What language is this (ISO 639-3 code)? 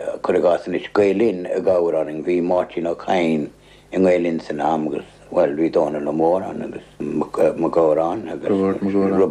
gle